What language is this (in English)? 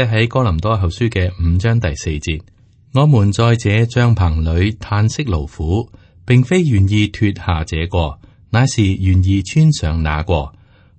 Cantonese